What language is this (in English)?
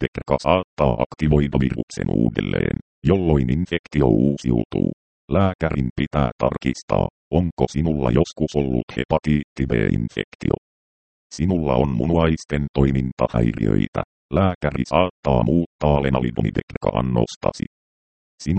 Finnish